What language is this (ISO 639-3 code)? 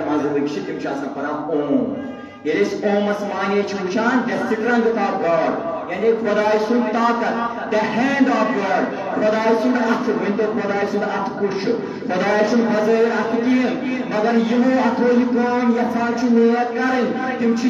kas